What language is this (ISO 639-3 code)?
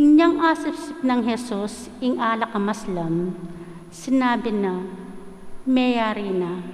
pam